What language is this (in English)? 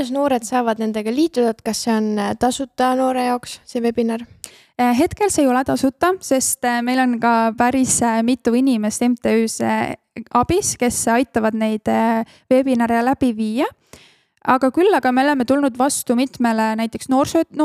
Estonian